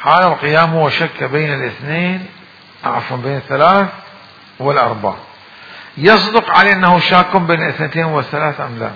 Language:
Mesopotamian Arabic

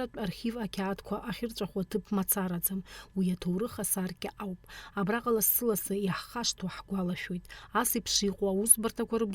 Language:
Abkhazian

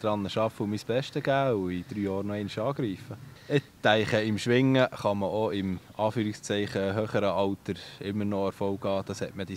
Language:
Swiss German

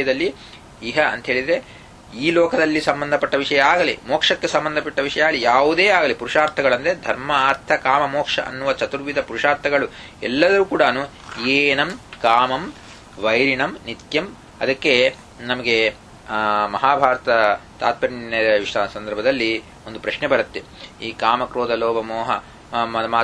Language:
Kannada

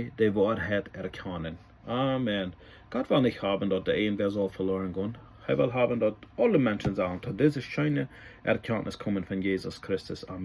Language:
Plautdietsch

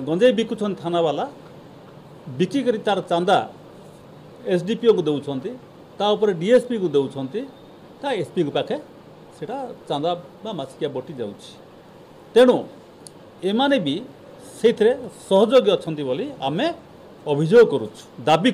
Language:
Odia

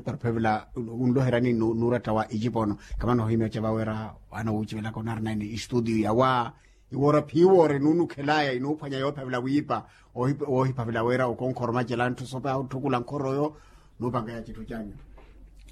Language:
Makhuwa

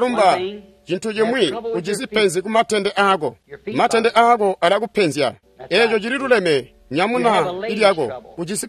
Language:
Tonga (Zambia)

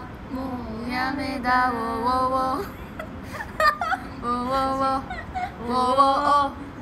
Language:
Japanese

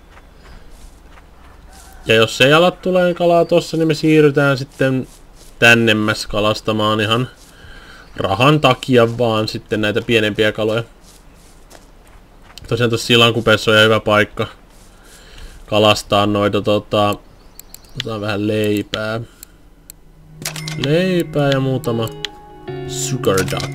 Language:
Finnish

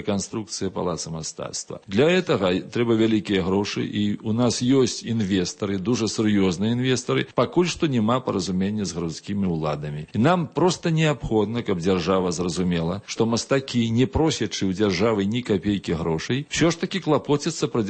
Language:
Belarusian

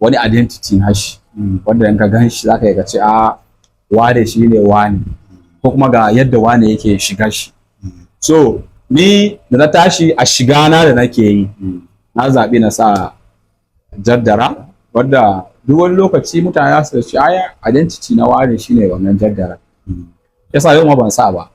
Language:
Hausa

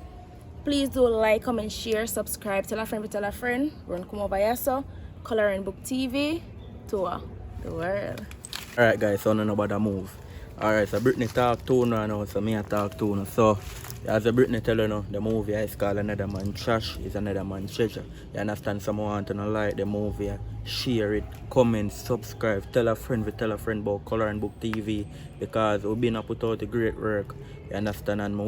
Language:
Jamaican Creole English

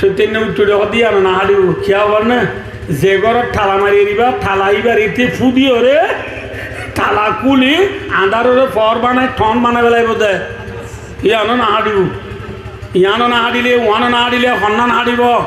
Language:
Rohingya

